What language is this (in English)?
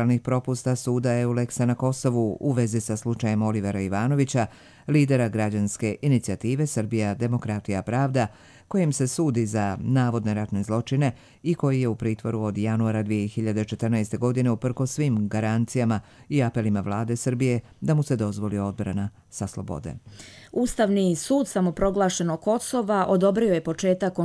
Croatian